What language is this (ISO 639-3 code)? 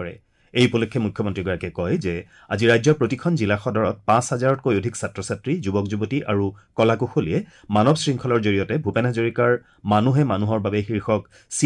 asm